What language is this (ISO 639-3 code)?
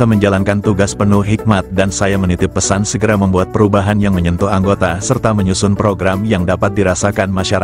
ind